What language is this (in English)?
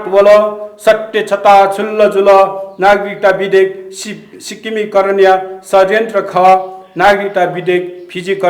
Newari